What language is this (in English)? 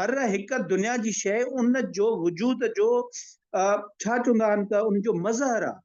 Sindhi